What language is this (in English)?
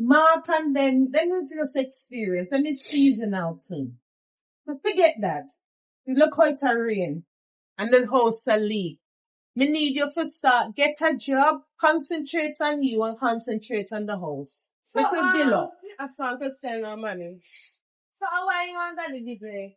Jamaican Creole English